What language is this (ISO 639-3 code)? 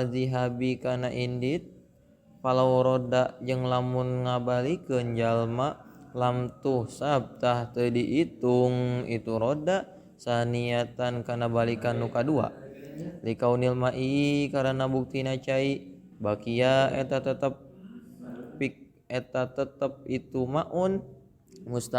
sun